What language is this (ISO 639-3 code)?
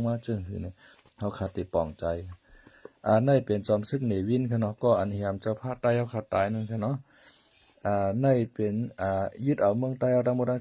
shn